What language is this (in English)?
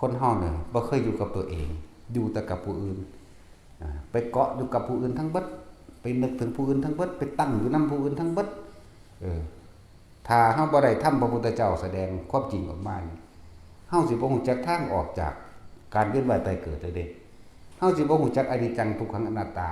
Northeastern Thai